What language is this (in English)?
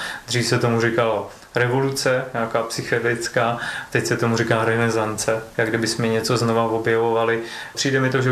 Czech